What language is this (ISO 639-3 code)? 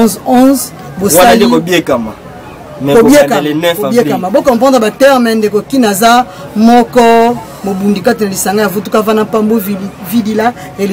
lin